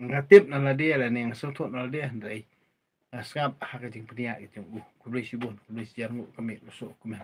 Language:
Khasi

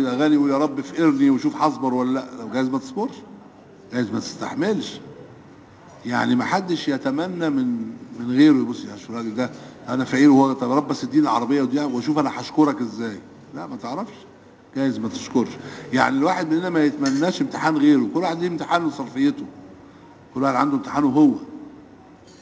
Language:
Egyptian Arabic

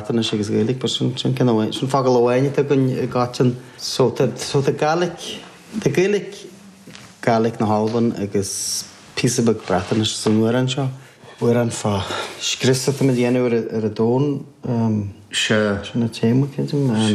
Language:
Irish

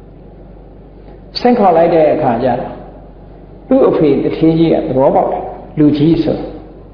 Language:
Burmese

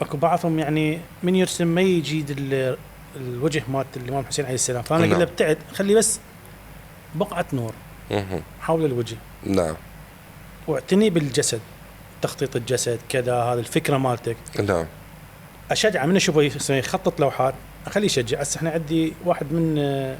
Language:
Mesopotamian Arabic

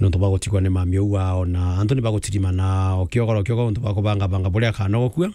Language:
Meru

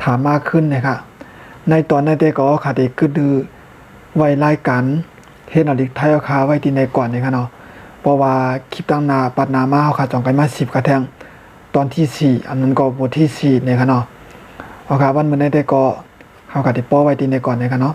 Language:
Shan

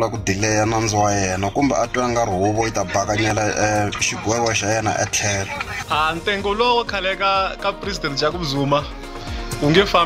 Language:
Tsonga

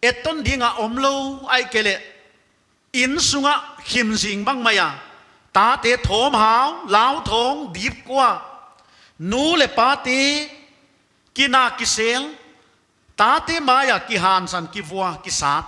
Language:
Paite Chin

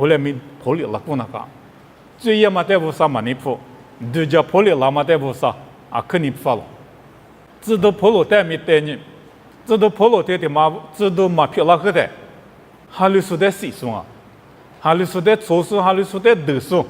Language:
Lisu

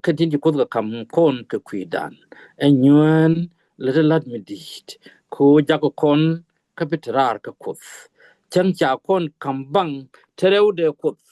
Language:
Nuer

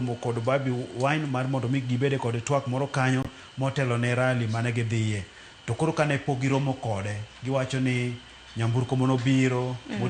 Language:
Luo (Kenya and Tanzania)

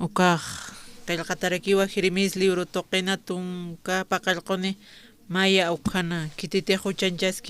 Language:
Aymara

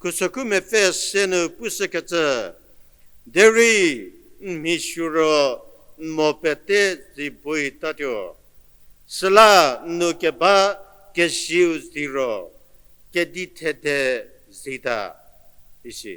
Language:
Angami Naga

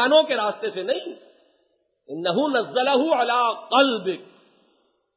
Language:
Urdu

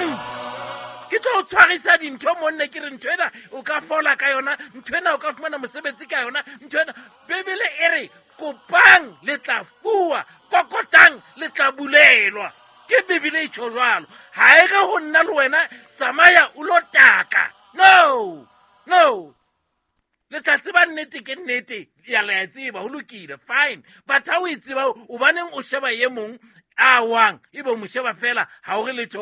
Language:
Southern Sotho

